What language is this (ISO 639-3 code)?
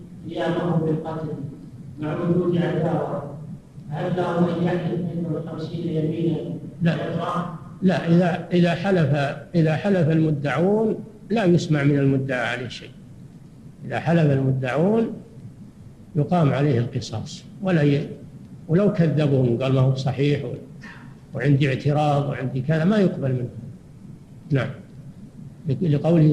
ara